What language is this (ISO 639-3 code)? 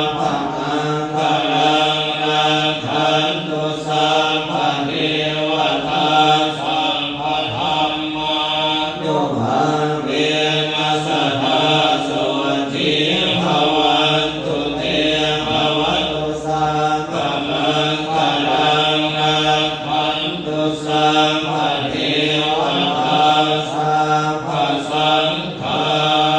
pli